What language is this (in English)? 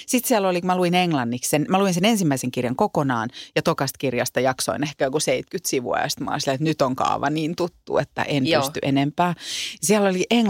Finnish